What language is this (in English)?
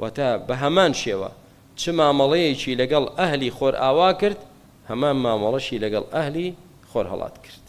Central Kurdish